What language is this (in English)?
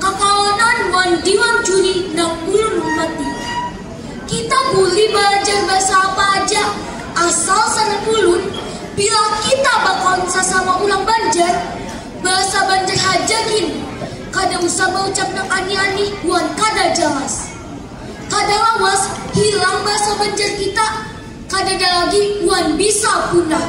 Banjar